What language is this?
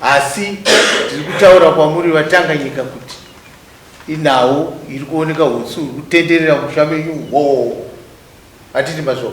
Shona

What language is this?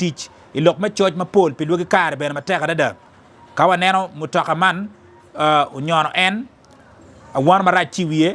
Acoli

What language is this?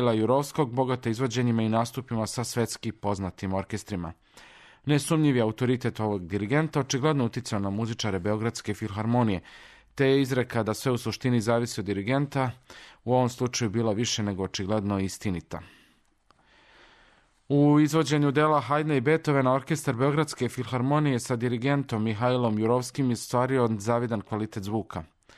Serbian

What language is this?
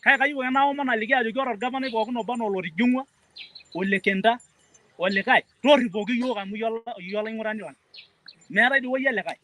Masai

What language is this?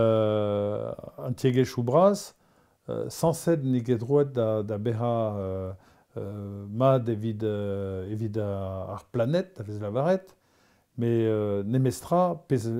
Breton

